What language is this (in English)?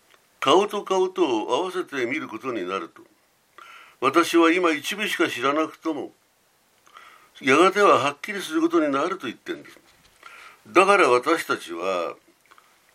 Japanese